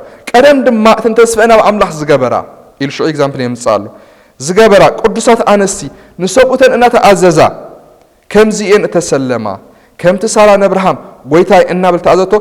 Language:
Tigrinya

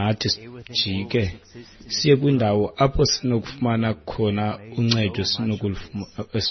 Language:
Xhosa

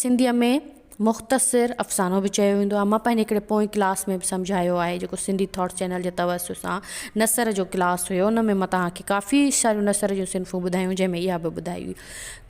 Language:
Sindhi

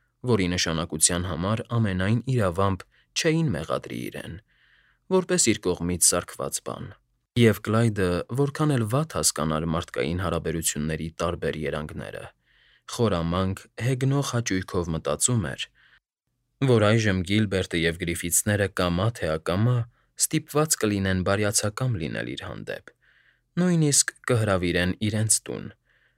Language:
Armenian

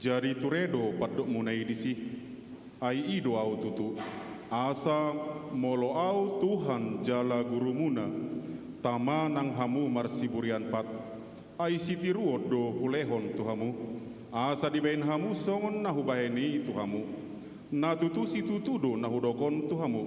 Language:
Batak Toba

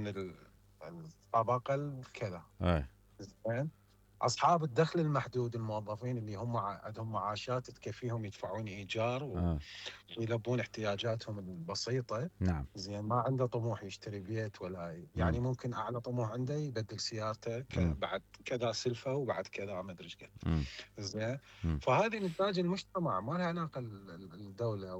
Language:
Mesopotamian Arabic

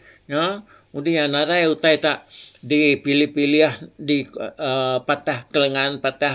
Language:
Iban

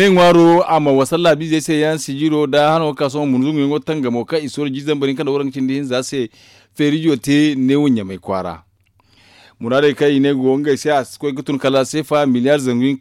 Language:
Zarma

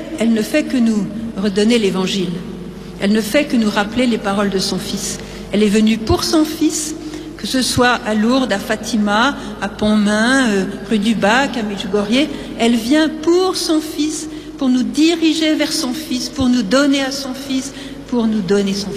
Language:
French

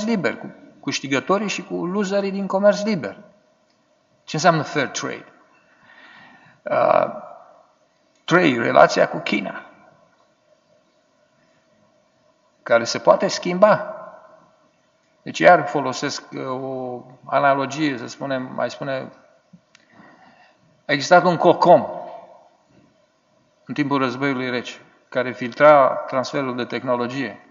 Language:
Romanian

